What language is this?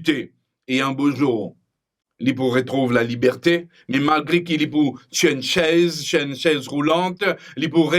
Morisyen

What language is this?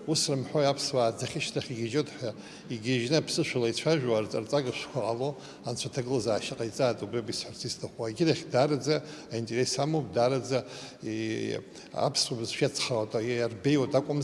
Abkhazian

